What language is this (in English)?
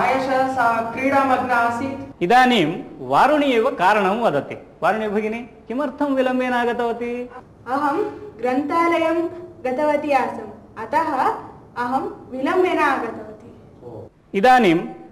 Sanskrit